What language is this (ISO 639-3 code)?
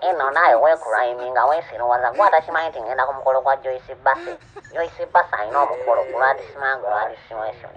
lug